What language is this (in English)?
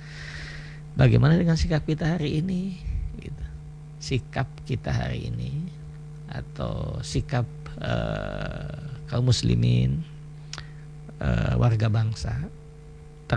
Indonesian